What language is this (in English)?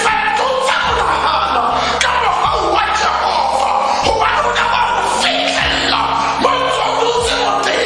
Tswana